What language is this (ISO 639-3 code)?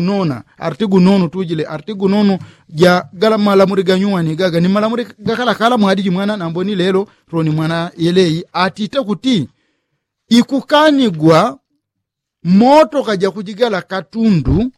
yao